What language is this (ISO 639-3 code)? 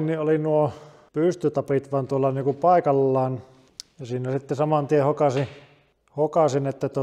fin